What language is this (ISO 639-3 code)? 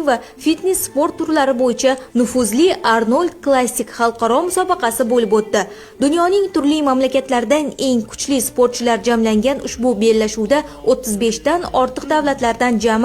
uzb